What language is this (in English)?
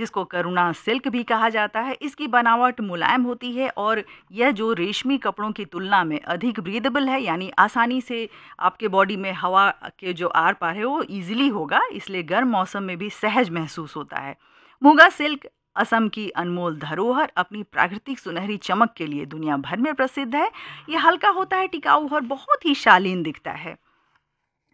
Hindi